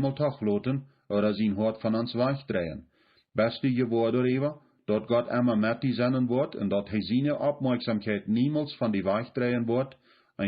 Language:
Plautdietsch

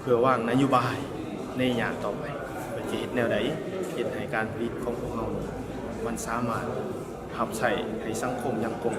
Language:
Lao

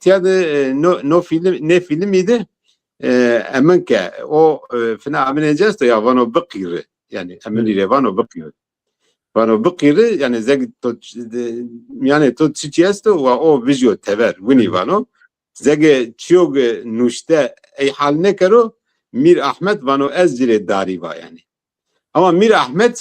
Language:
Zaza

